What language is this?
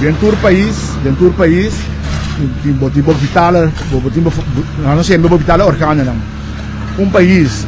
Papiamento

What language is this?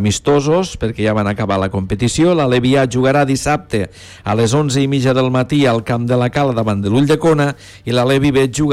Catalan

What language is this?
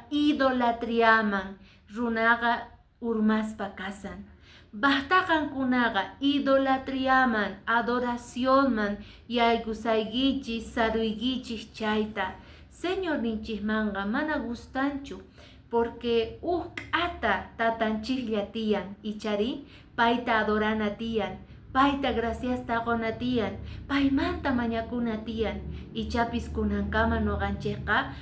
Quechua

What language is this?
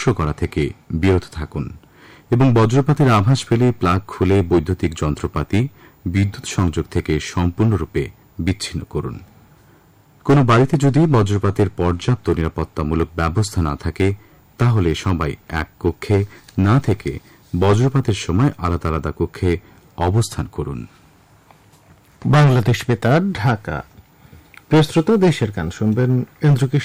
Bangla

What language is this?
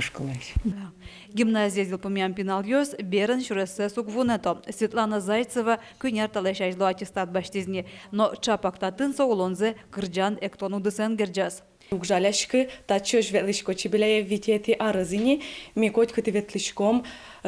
Udmurt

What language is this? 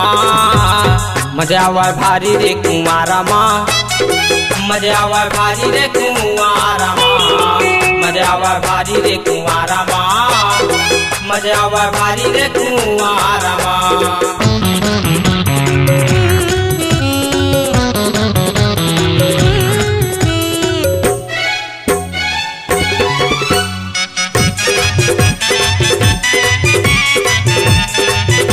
Chhattisgarhi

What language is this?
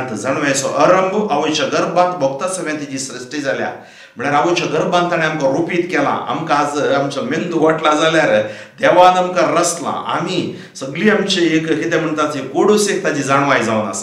Konkani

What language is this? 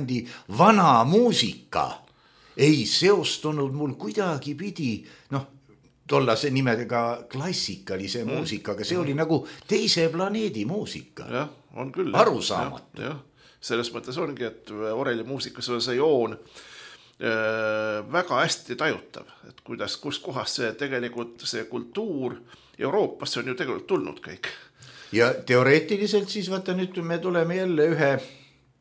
Estonian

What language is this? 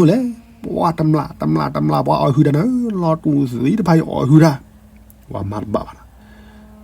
S'gaw Karen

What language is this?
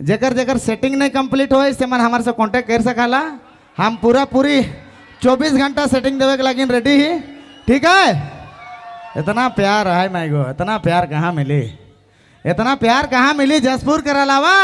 Sadri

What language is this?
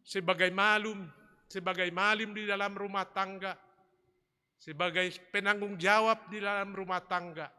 Batak Simalungun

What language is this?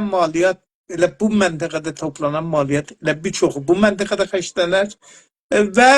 South Azerbaijani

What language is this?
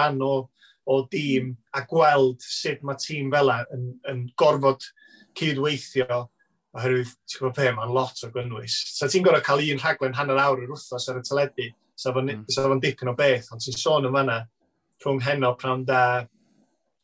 Welsh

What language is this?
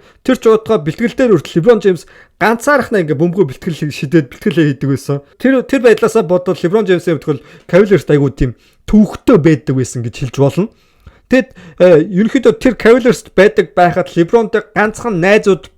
Mongolian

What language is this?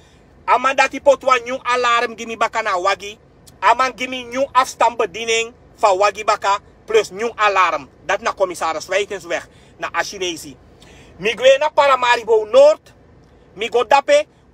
Sranan Tongo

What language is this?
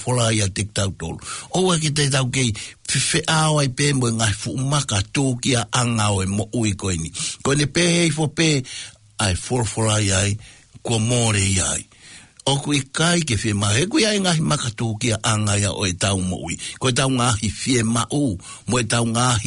Tongan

